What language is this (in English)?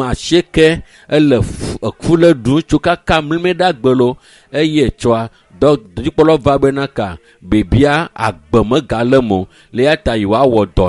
Ewe